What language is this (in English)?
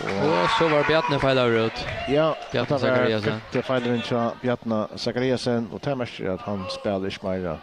Faroese